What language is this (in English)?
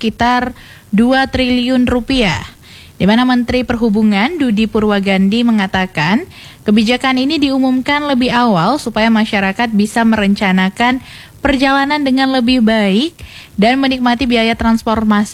Indonesian